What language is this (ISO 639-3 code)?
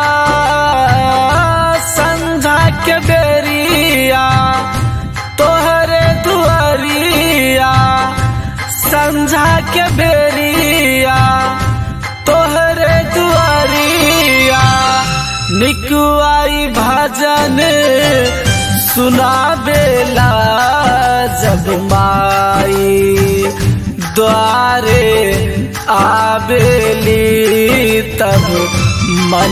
bho